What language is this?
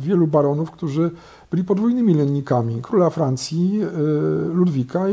Polish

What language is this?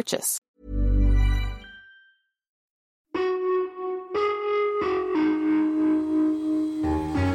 Swedish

